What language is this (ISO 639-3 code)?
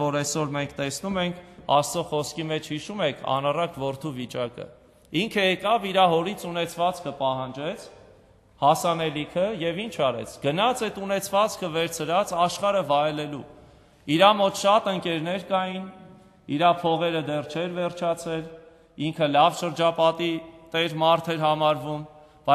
hye